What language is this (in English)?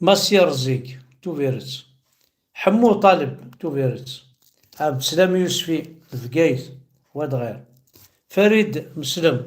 Kabyle